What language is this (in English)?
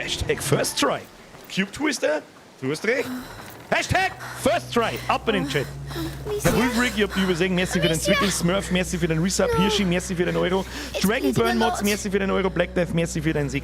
Bavarian